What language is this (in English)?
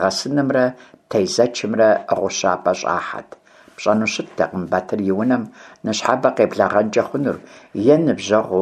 Kabardian